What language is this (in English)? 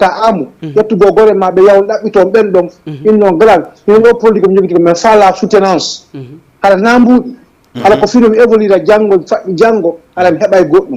Fula